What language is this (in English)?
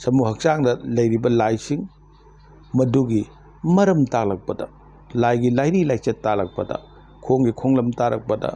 Manipuri